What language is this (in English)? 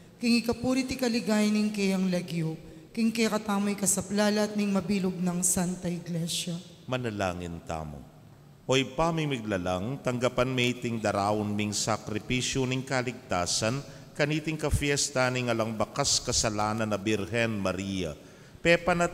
Pampanga